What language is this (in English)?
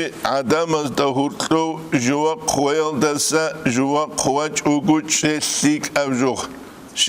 Avaric